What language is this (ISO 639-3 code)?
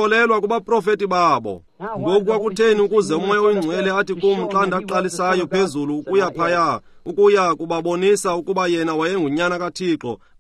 xho